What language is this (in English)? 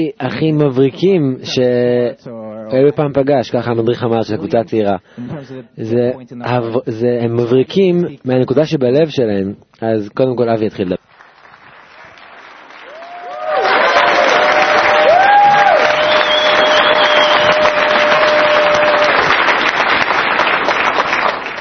Hebrew